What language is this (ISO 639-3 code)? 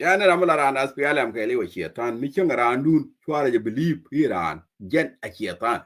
nus